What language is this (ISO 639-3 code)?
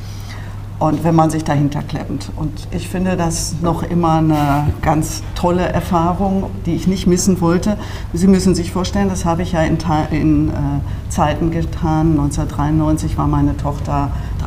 deu